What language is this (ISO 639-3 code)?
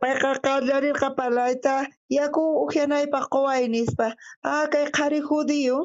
quh